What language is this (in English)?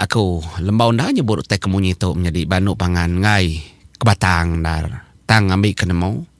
Iban